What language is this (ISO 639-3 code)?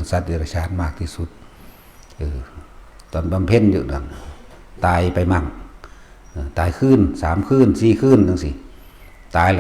tts